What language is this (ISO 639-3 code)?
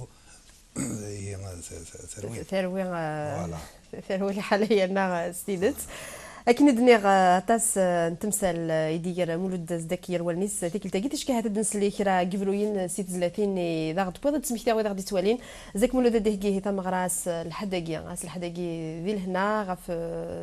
kab